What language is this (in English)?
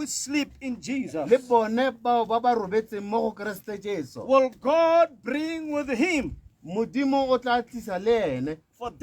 Tswana